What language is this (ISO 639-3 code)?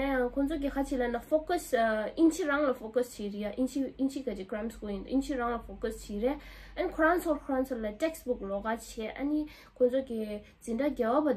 bod